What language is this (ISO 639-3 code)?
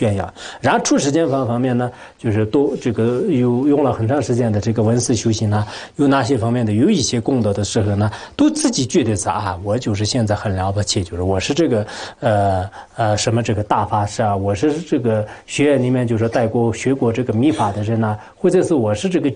zho